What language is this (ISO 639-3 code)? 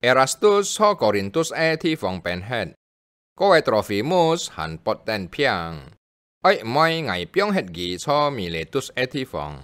hak